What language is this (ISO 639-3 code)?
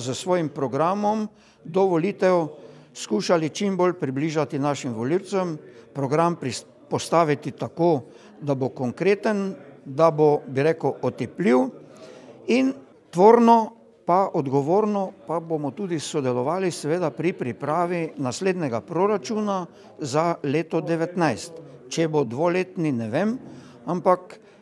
slv